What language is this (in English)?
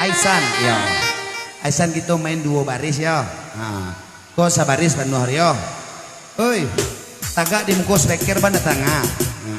Minangkabau